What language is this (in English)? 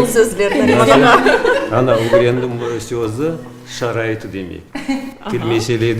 Crimean Tatar